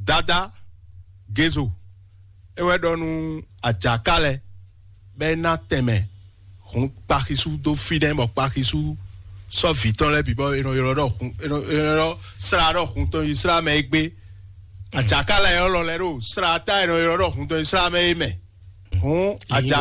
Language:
Fon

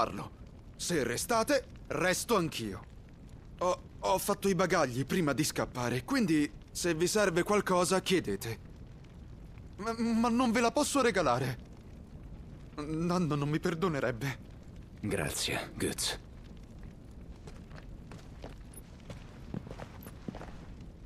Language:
Italian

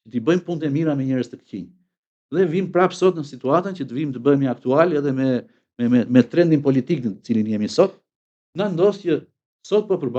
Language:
Albanian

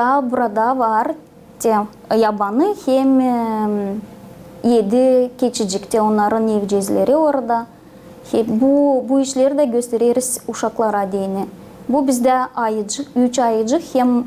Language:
Gagauz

